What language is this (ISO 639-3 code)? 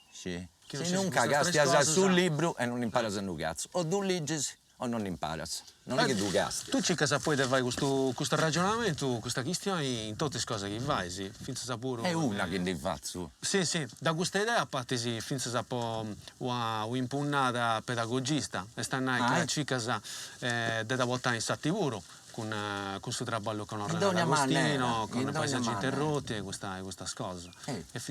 srd